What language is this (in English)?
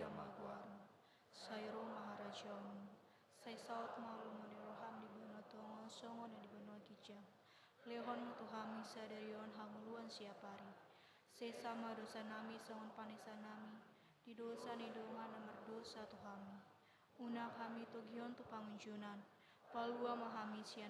Batak Toba